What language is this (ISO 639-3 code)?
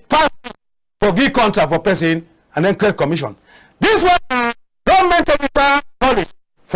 wes